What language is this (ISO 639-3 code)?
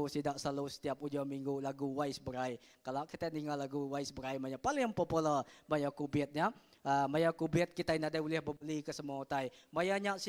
iba